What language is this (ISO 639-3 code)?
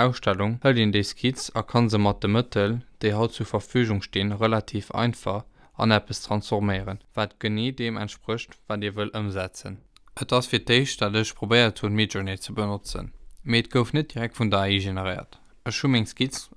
ltz